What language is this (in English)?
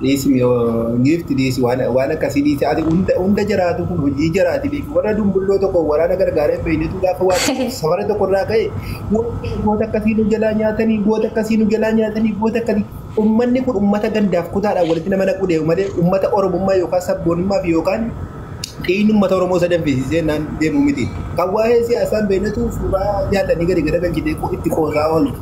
Oromo